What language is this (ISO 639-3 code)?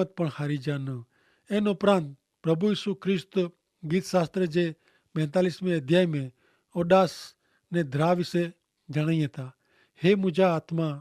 kfr